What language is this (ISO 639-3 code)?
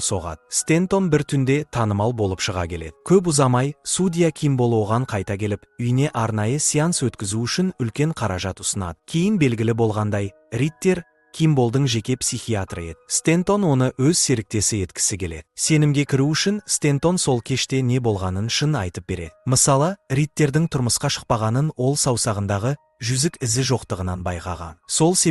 kaz